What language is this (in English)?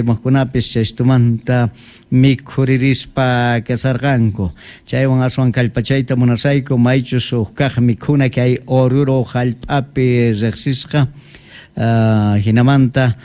South Bolivian Quechua